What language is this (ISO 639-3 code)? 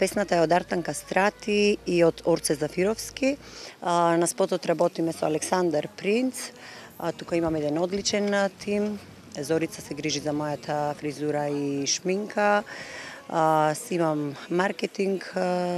mkd